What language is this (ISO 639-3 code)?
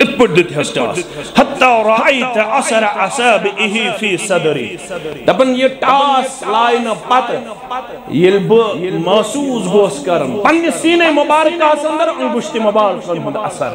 kas